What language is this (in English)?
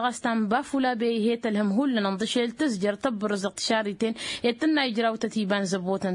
Tamasheq